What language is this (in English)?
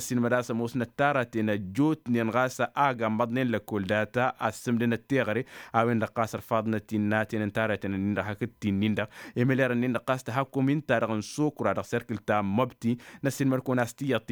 Tamasheq